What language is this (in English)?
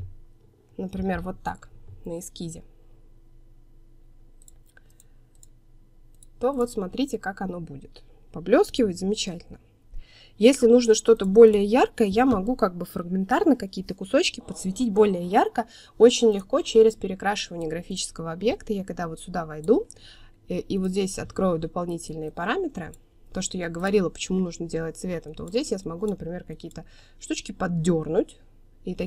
Russian